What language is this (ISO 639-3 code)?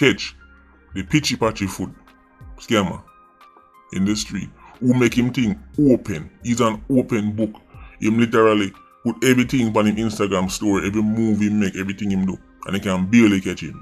jam